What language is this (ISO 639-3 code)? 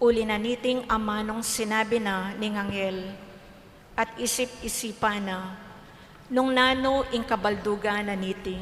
pam